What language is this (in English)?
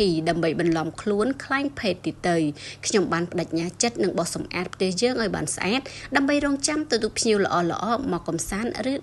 Khmer